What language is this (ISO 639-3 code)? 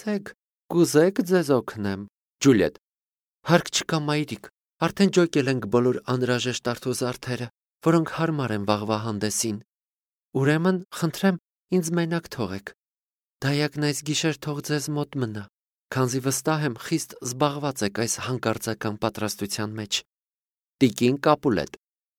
hye